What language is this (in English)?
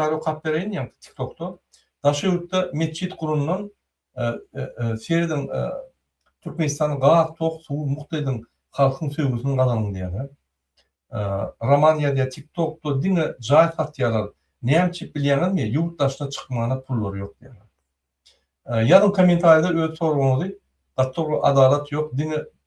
Turkmen